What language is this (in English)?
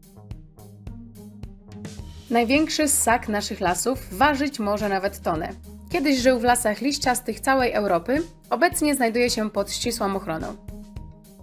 Polish